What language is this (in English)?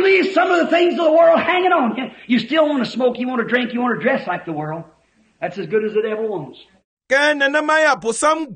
Ewe